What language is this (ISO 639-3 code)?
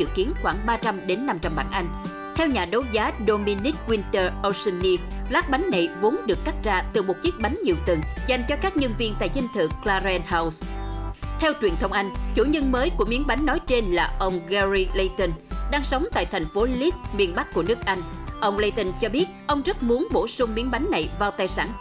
vie